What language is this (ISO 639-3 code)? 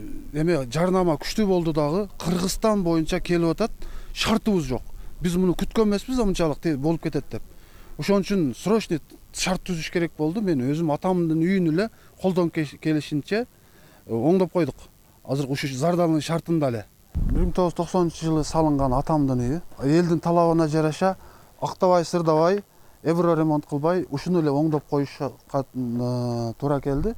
kir